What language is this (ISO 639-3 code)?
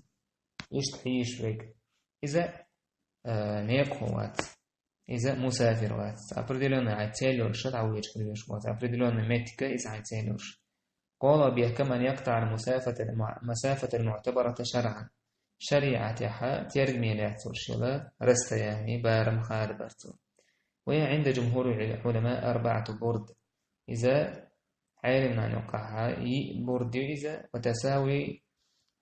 che